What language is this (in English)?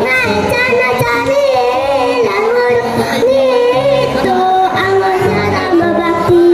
Balinese